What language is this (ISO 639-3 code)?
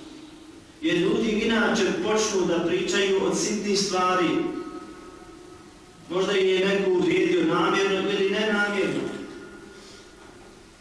bos